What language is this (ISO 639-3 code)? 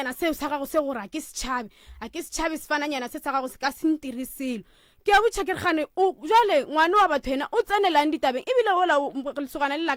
nso